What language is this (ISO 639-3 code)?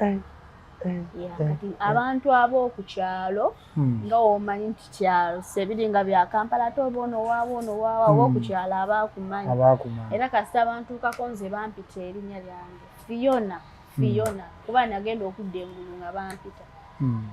lug